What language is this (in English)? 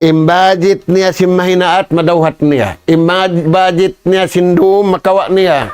Tausug